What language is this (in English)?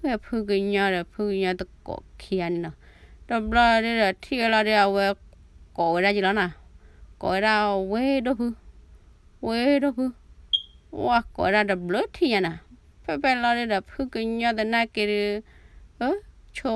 S'gaw Karen